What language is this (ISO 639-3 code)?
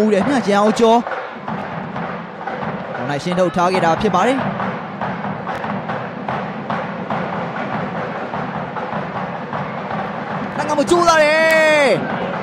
mya